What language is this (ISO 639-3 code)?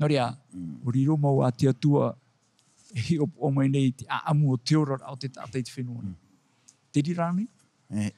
tah